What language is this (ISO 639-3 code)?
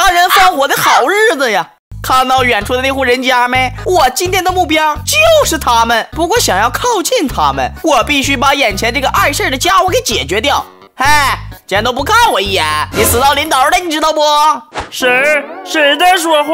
zho